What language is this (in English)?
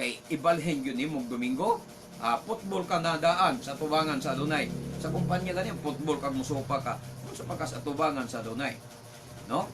Cebuano